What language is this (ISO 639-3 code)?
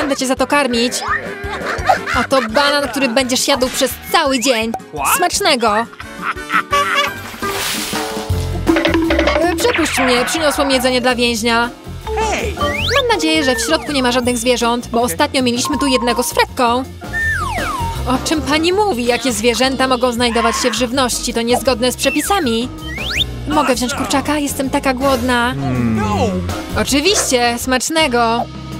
pol